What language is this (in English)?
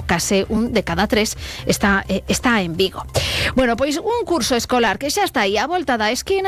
Galician